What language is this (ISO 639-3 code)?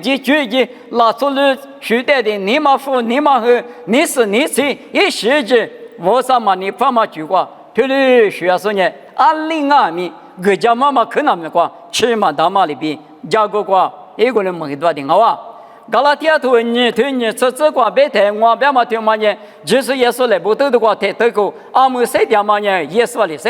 lis